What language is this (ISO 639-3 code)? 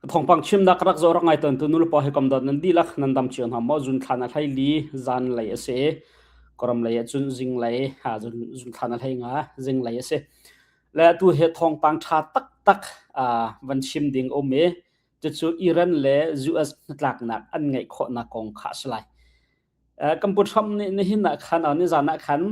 cnh